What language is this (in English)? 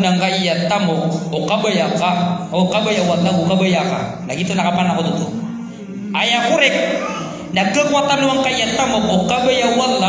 Maranao